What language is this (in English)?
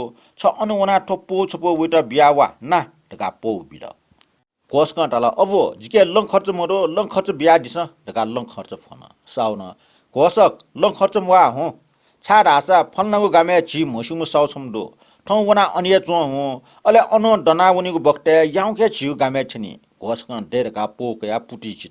Newari